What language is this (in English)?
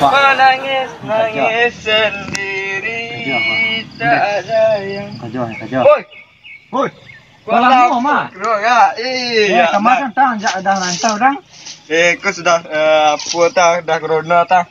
Minangkabau